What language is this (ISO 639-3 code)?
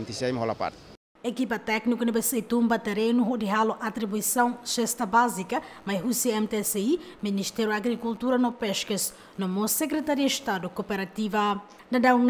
tet